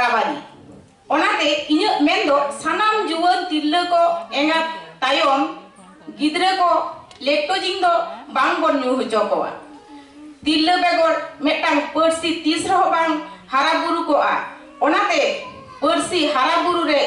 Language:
Santali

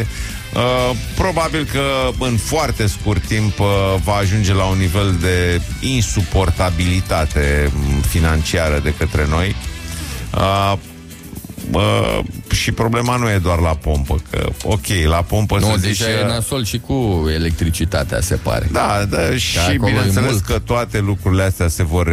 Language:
Romanian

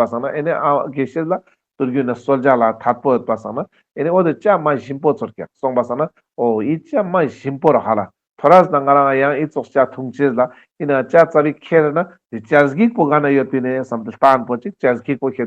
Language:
Ladakhi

